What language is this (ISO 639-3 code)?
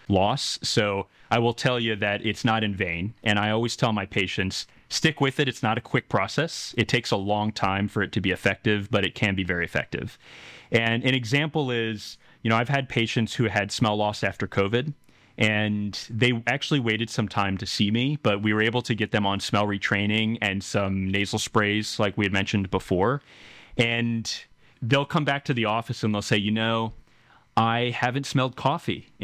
eng